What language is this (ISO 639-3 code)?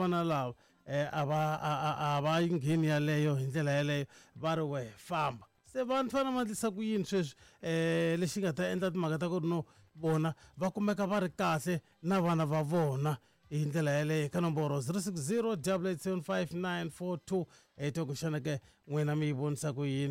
tso